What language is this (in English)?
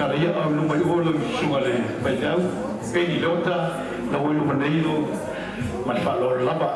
Samoan